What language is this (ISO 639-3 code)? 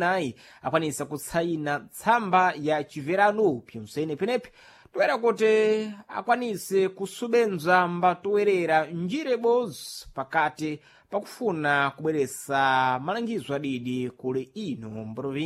seh